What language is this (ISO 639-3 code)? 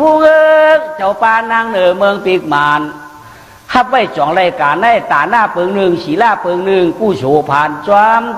shn